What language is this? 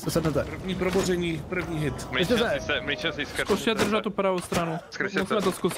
Czech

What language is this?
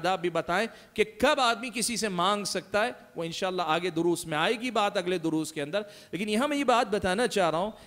Urdu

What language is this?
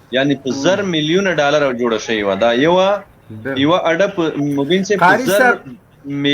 Pashto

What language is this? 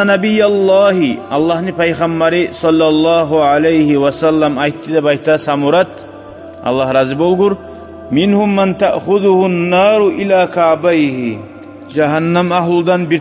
Kumyk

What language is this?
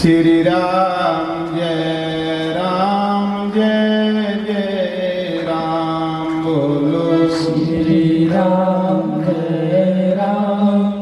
Dogri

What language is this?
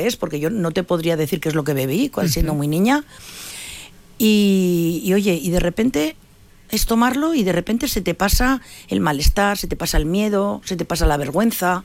Spanish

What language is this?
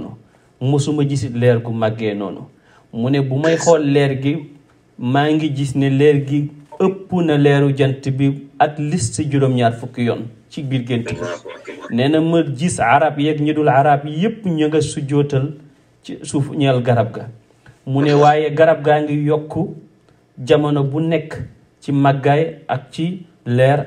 Wolof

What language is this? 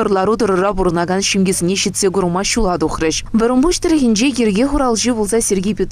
Chuvash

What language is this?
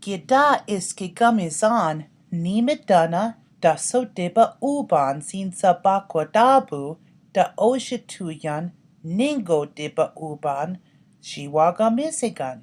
Chippewa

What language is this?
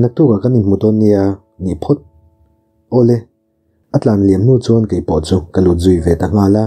Mizo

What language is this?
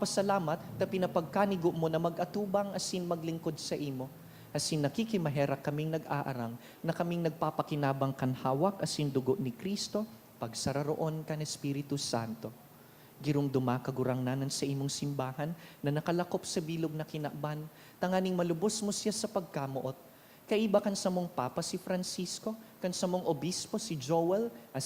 Bikol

